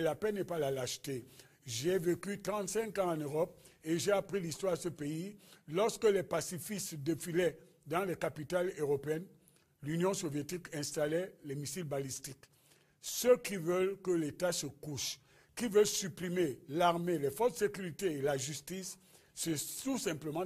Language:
French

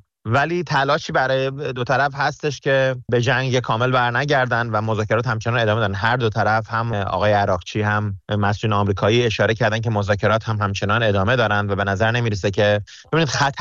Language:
Persian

